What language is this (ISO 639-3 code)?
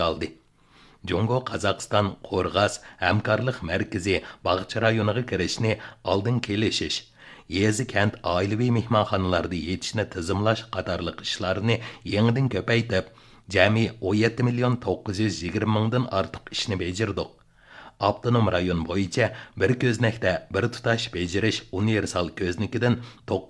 uig